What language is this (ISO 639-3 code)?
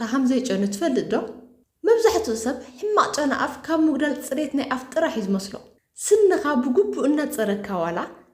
tir